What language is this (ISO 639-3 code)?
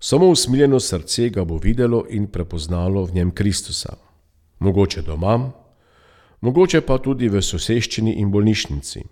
slv